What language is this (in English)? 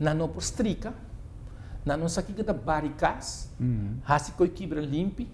Papiamento